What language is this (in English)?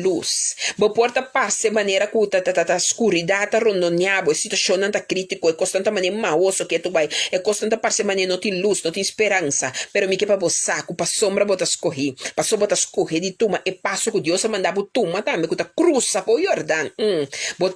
Papiamento